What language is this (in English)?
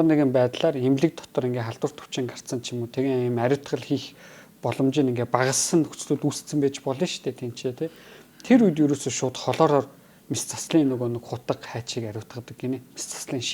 Mongolian